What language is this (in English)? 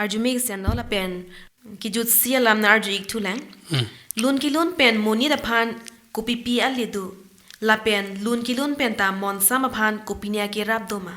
Karbi